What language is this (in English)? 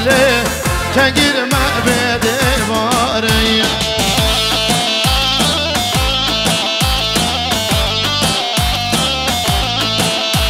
Persian